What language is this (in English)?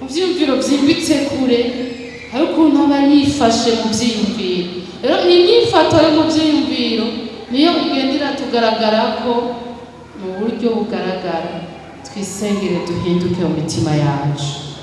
Rundi